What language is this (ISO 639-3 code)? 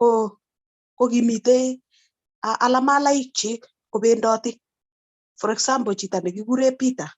kln